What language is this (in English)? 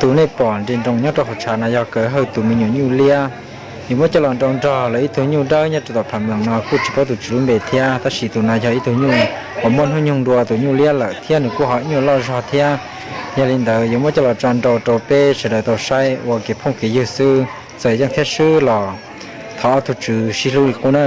Hmong